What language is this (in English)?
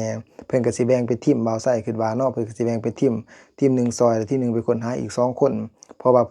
Lao